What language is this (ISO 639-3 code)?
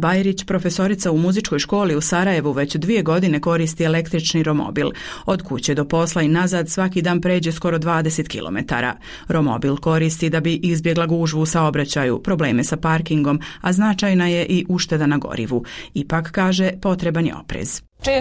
bos